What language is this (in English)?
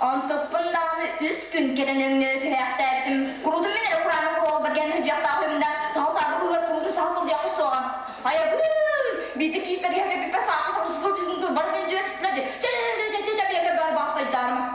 Yakut